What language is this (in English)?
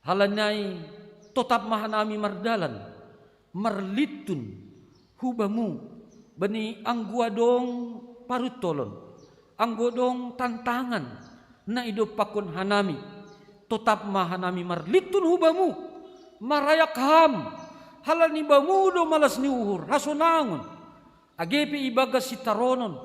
Batak Simalungun